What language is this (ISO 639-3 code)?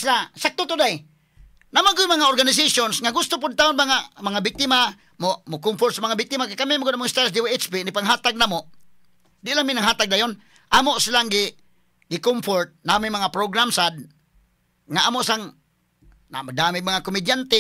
ceb